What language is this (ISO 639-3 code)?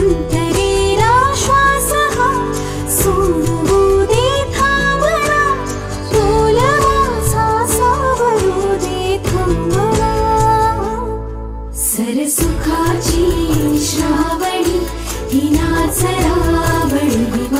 mar